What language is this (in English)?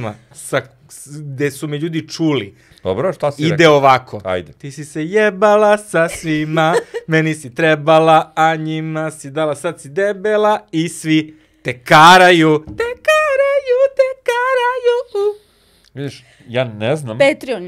Serbian